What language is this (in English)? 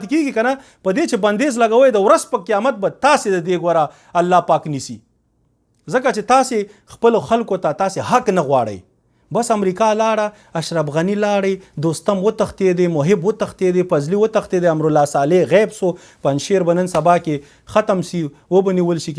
Pashto